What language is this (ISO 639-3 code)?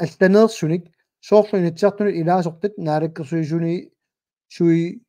kal